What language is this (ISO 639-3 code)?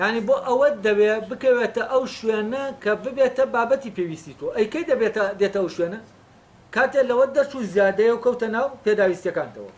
ckb